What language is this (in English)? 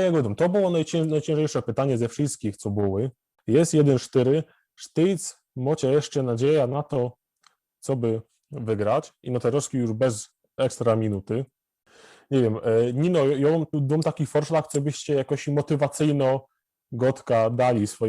Silesian